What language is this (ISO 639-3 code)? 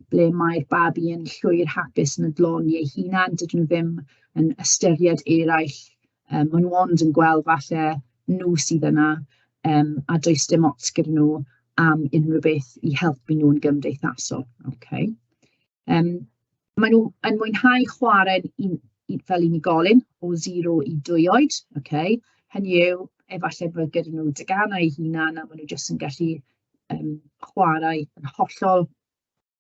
cym